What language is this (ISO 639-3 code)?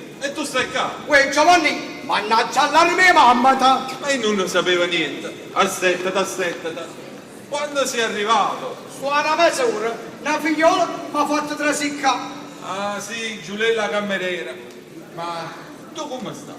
nap